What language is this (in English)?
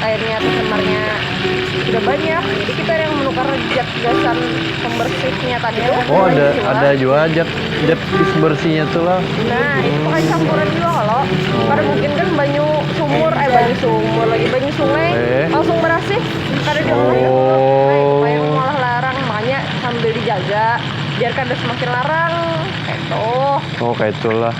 Banjar